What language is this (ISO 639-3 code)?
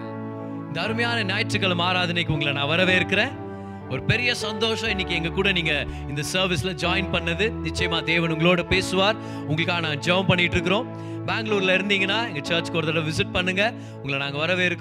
tam